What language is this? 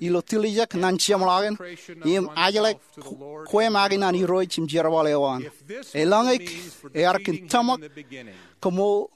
Marshallese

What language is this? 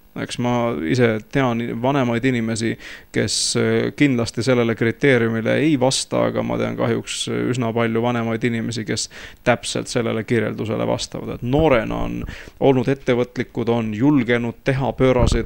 Estonian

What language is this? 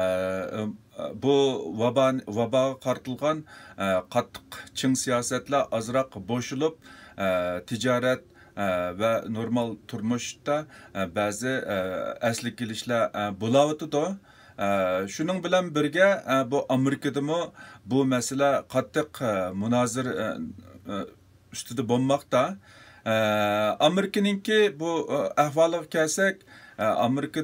Uyghur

